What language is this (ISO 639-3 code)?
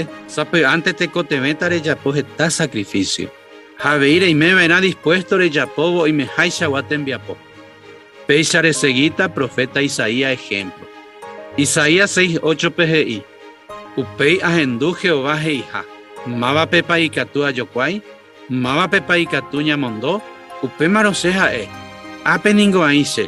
grn